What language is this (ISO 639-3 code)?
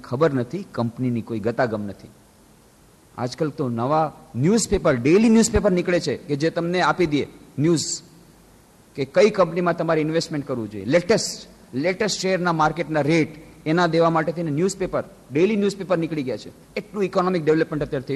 guj